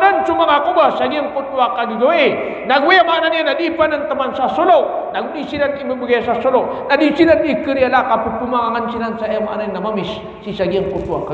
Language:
Maranao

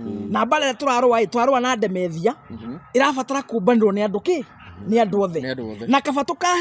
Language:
Kikuyu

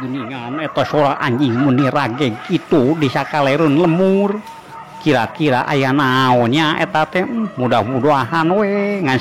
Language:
Sundanese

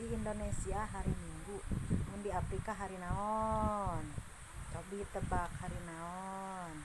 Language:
Sundanese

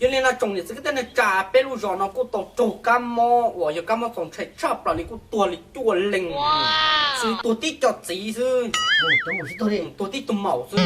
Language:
Hmong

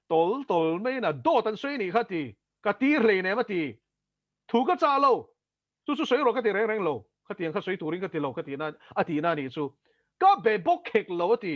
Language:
Mizo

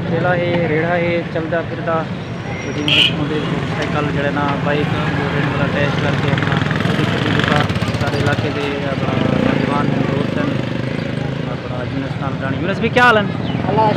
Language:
Saraiki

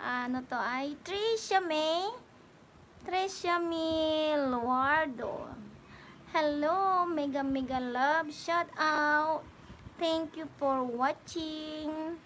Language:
Pangasinan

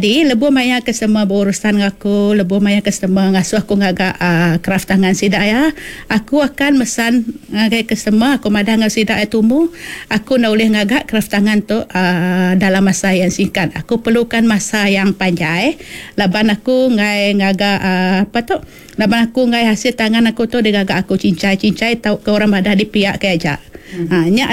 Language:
Iban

